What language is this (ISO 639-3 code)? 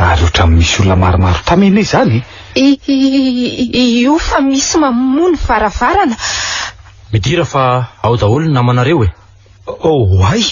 mlg